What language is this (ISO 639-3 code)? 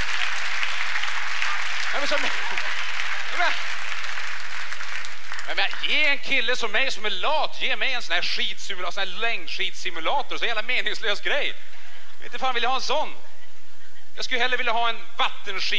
swe